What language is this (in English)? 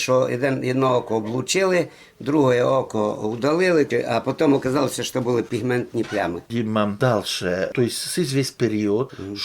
Rusyn